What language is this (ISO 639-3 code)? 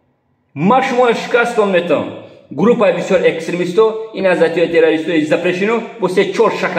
tgk